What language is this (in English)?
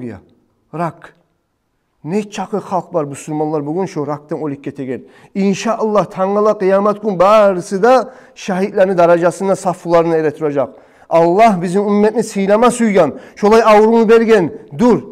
Kumyk